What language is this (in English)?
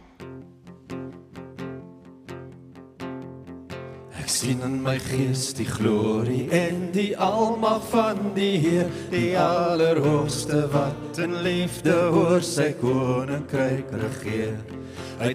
Afrikaans